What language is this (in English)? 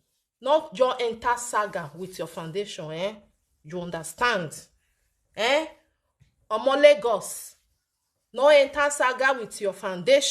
Nigerian Pidgin